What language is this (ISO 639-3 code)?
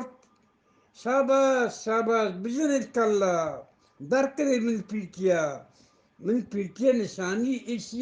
bgp